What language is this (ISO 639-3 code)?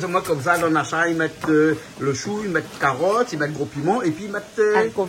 rcf